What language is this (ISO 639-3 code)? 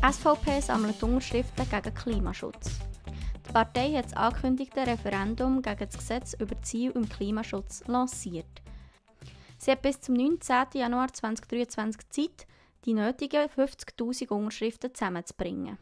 gsw